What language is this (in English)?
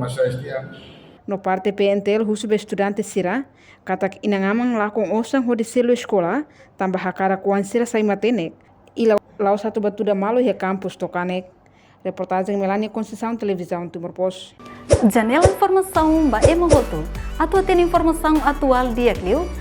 Tetum